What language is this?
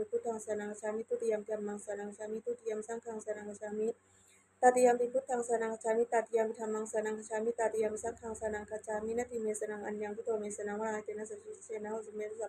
Pali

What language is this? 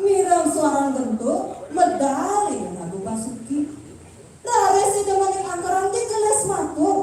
Balinese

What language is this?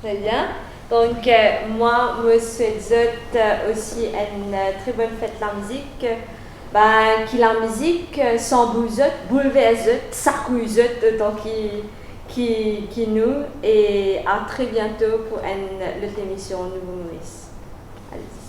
Morisyen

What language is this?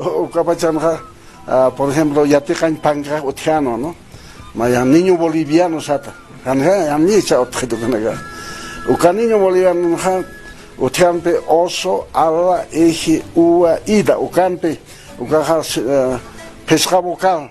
Aymara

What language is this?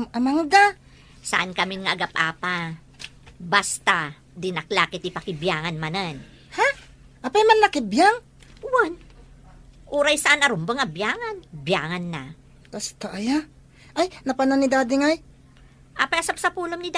Iloko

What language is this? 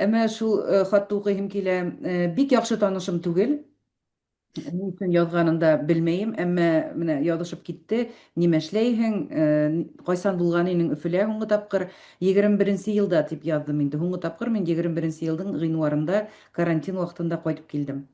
Bashkir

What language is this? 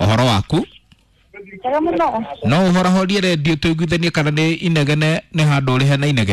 Kikuyu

